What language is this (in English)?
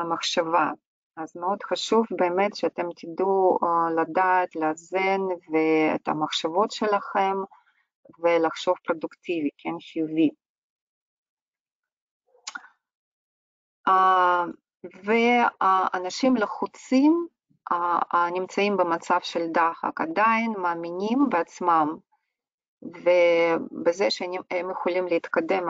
Hebrew